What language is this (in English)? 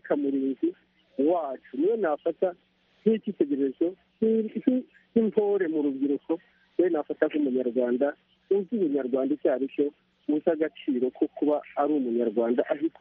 Kinyarwanda